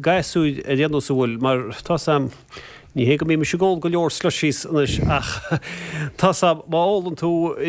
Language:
Irish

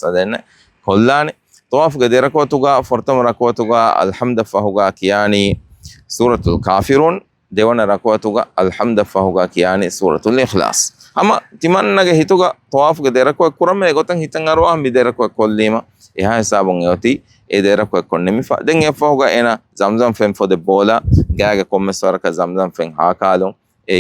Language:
Divehi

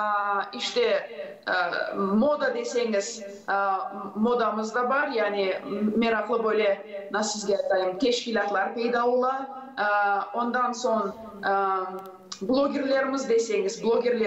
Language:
Gagauz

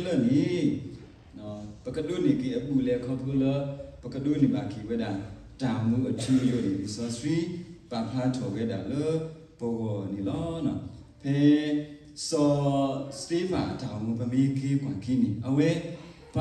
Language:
S'gaw Karen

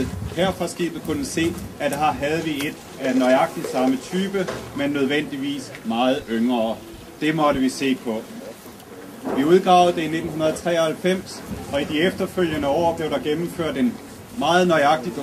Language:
Danish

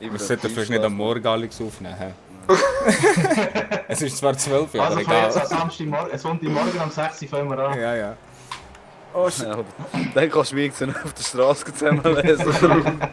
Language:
Swiss German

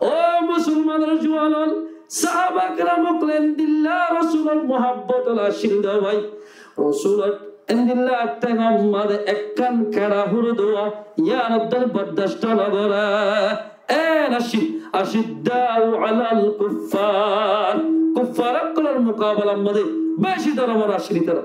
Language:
Rohingya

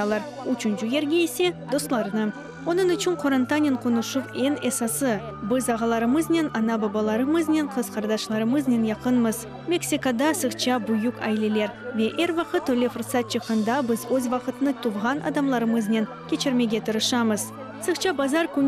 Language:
Crimean Tatar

